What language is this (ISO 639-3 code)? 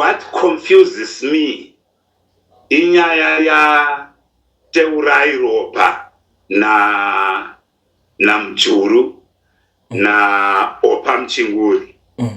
sna